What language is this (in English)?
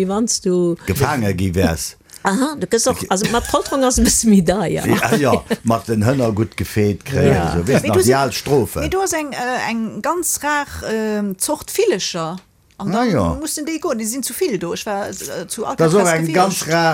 Luxembourgish